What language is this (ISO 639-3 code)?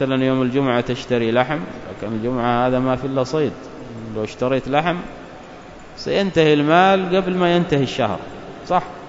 ara